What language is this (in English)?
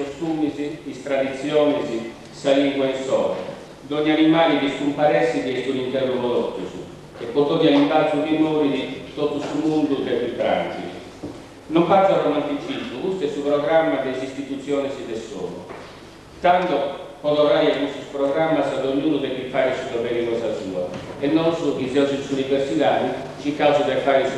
Sardinian